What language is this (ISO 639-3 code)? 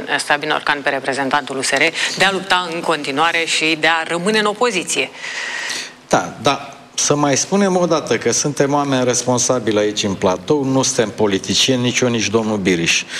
ron